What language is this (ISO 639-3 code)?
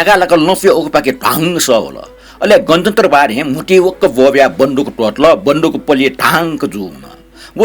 new